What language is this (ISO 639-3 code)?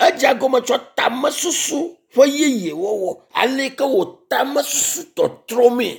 ewe